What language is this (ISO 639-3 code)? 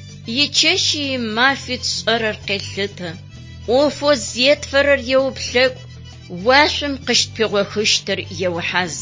ady